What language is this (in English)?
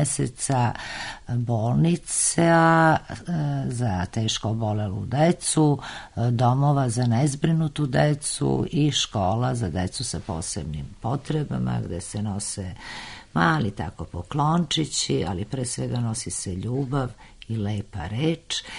Serbian